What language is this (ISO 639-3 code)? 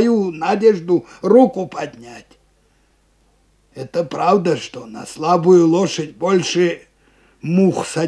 rus